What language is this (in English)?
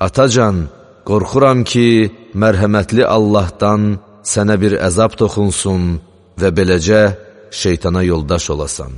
Azerbaijani